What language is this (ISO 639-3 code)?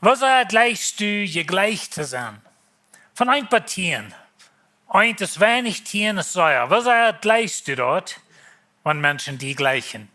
pdt